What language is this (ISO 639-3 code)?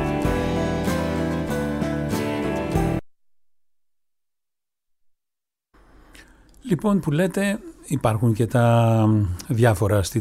ell